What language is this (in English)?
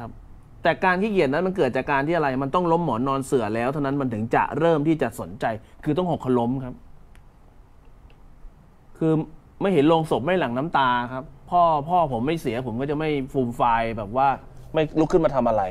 Thai